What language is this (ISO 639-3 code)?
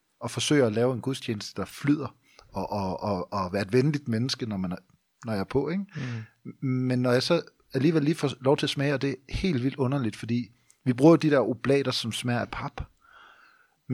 dan